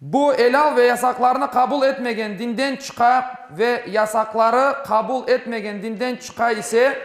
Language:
Crimean Tatar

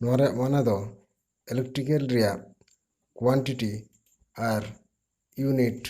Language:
Santali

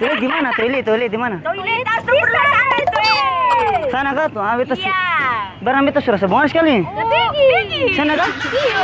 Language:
Ambonese Malay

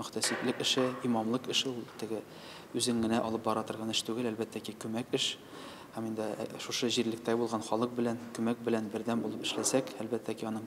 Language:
Tatar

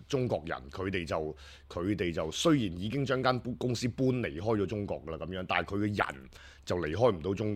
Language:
Cantonese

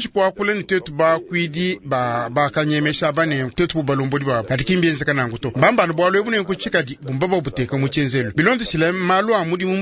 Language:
Luba-Lulua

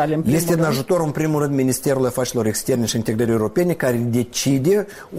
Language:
Romanian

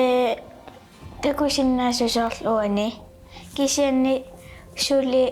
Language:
Kalaallisut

